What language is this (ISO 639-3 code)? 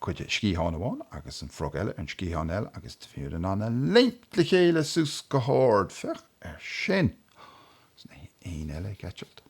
gle